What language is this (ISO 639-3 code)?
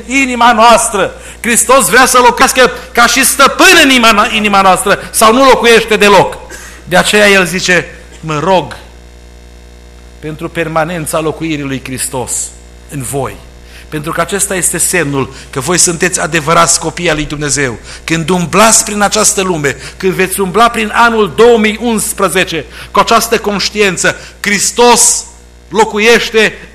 ron